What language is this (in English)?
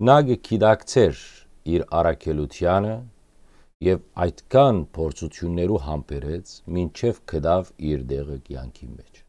Western Armenian